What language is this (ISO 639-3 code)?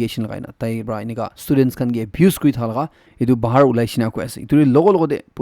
nag